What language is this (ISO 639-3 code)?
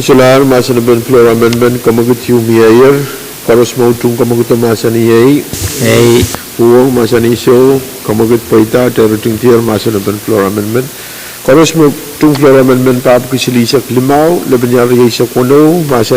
pon